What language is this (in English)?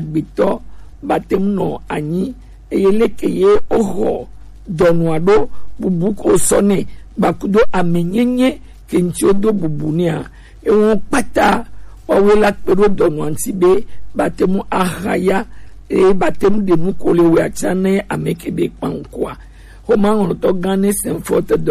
Gen